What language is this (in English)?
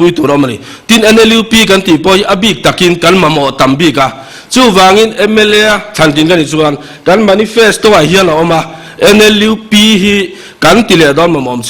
Mizo